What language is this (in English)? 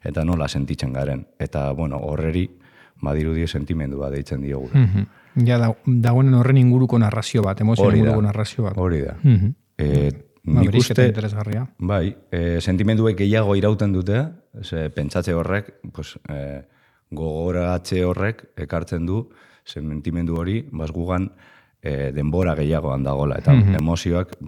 Basque